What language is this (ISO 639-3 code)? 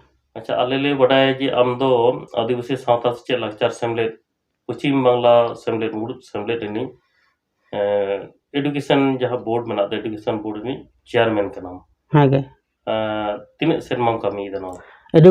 sat